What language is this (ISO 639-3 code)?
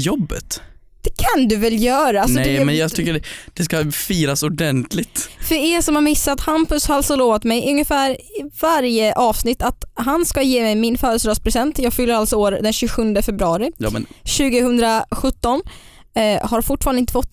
swe